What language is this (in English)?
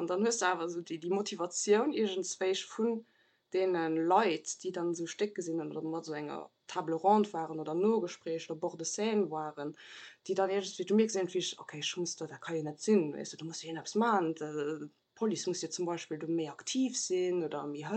Luxembourgish